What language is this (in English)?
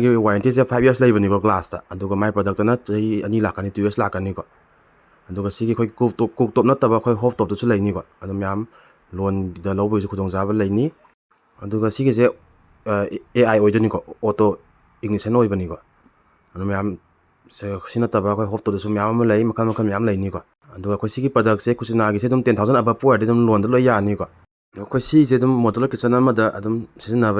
Manipuri